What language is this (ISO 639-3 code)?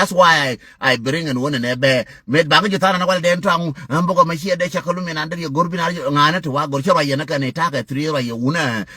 nus